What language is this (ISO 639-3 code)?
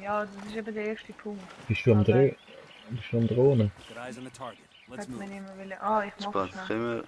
gsw